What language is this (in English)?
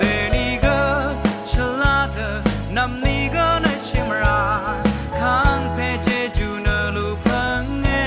Rawang